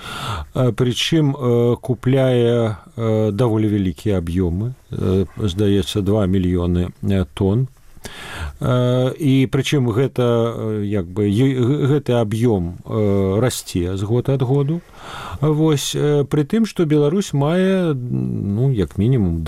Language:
Belarusian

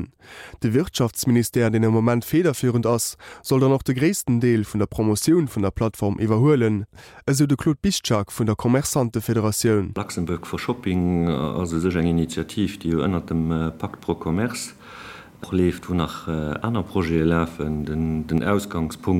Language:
Luxembourgish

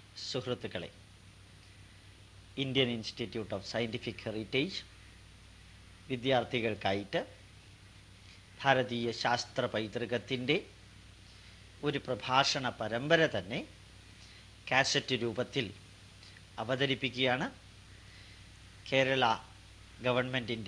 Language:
Malayalam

